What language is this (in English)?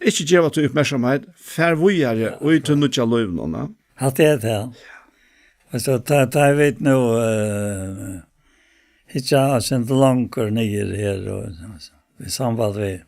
Faroese